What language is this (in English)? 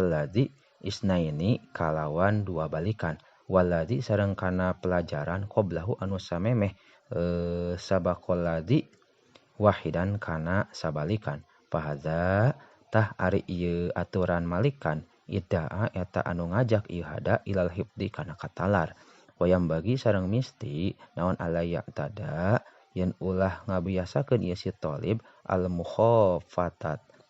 Sundanese